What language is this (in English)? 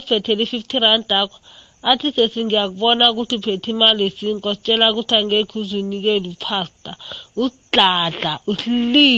South Ndebele